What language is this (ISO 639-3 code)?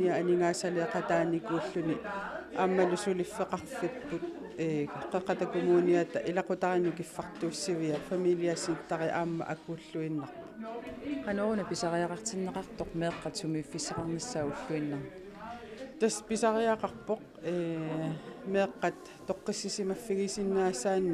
kal